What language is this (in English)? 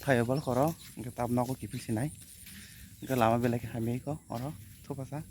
Kok Borok